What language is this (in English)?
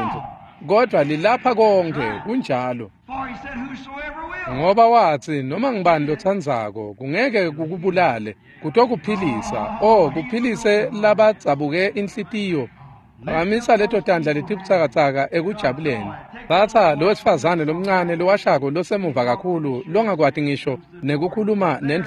Swati